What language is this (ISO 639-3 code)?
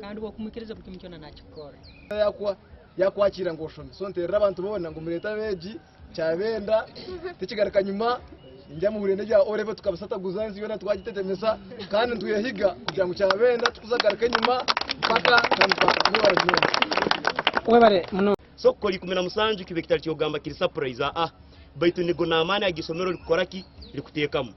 nyn